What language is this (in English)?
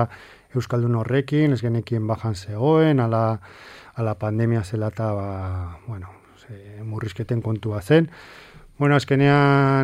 Basque